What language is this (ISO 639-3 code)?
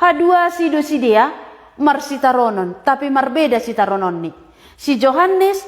bts